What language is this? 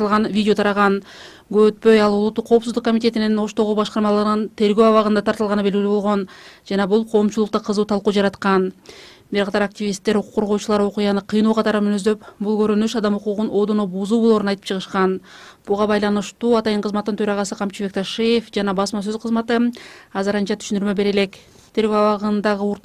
Kyrgyz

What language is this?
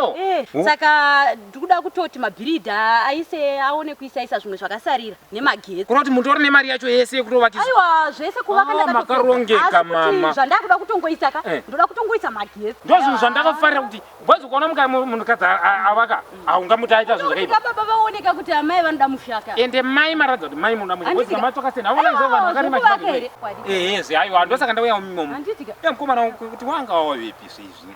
Shona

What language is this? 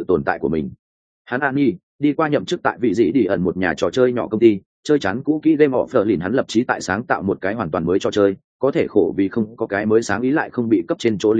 Vietnamese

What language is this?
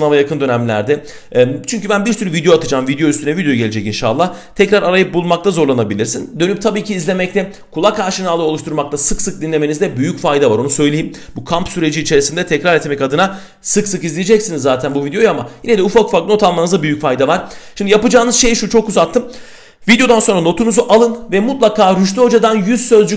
Turkish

